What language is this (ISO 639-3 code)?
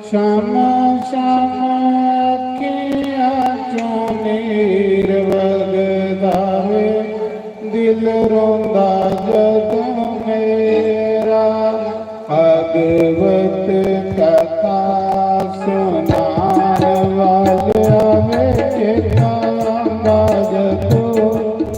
doi